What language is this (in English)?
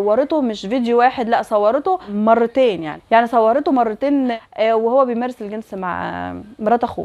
Egyptian Arabic